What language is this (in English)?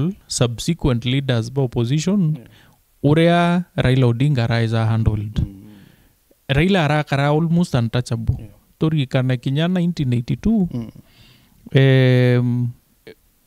Meru